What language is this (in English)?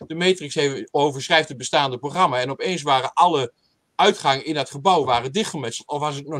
Dutch